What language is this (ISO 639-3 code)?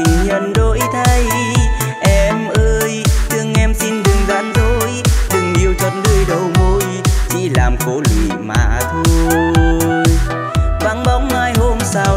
vie